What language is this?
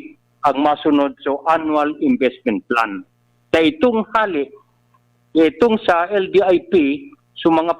Bikol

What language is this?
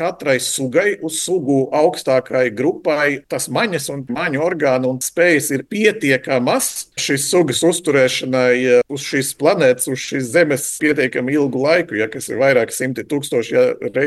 Latvian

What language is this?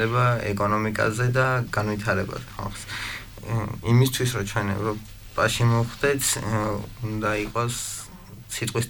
Georgian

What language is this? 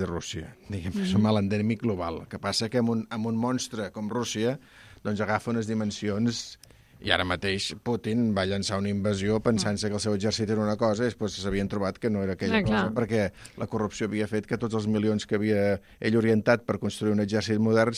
Catalan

